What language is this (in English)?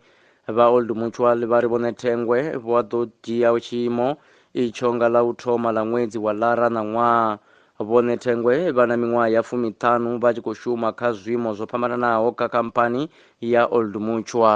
Venda